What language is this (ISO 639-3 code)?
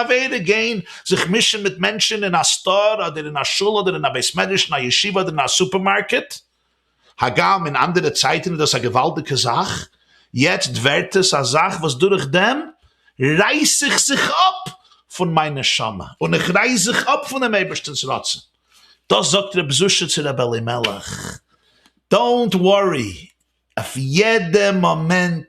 yid